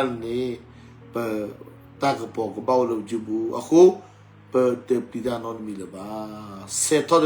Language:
S'gaw Karen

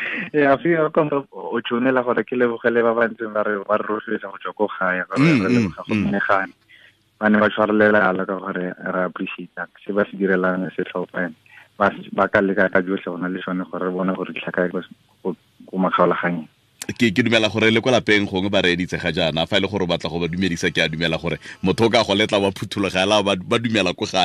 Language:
Tswana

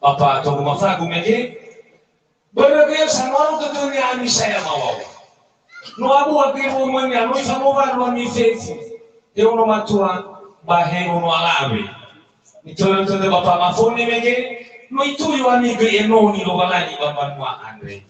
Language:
Nias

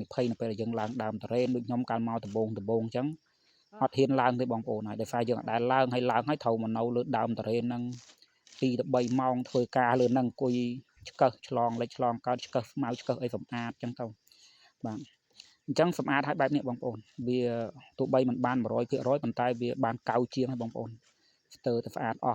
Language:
Khmer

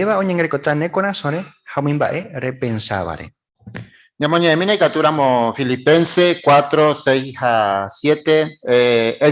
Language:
Guarani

